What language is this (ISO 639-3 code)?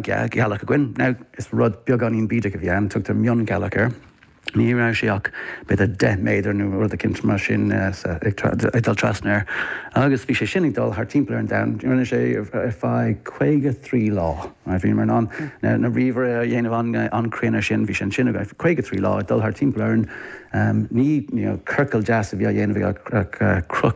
gle